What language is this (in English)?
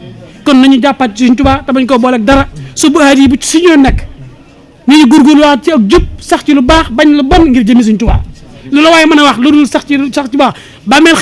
Wolof